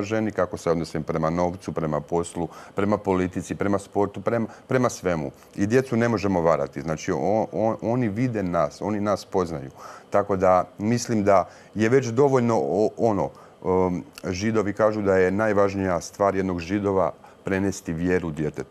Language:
Croatian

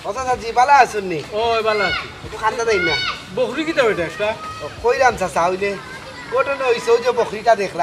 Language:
Sylheti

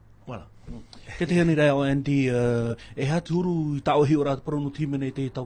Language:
Tahitian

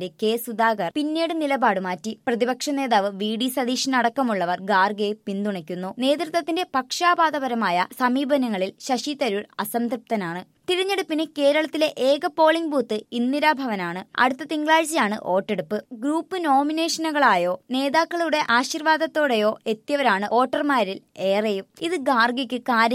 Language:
Malayalam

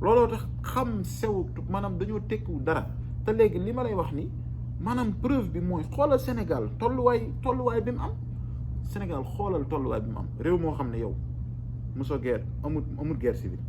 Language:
Wolof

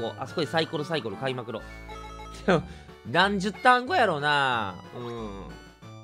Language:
Japanese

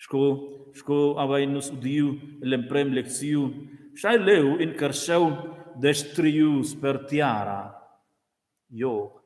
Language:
Romansh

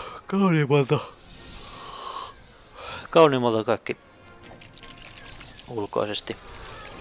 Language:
Finnish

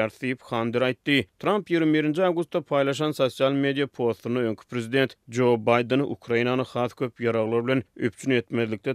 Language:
Turkmen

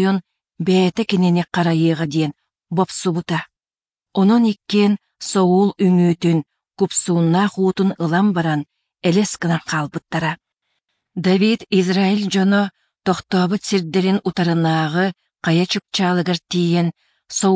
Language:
Yakut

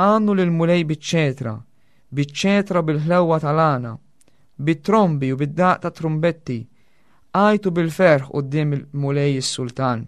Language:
Maltese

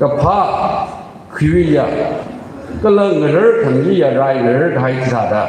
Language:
Tangkhul Naga (India)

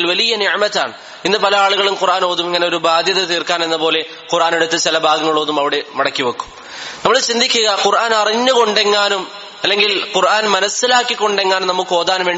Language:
Malayalam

